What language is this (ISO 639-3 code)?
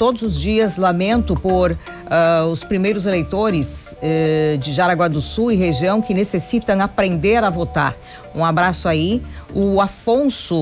por